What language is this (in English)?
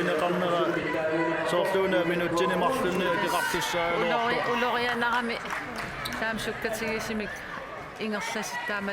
Kalaallisut